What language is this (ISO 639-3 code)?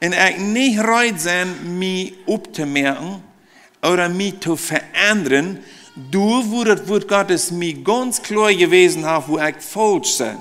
pdt